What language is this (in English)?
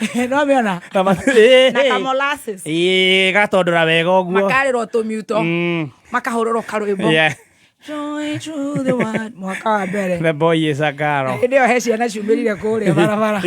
Kikuyu